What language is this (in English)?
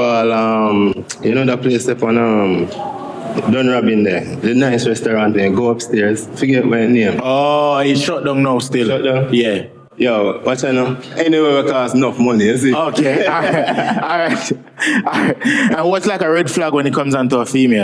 Jamaican Creole English